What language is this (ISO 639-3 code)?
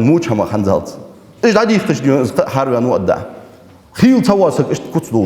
inh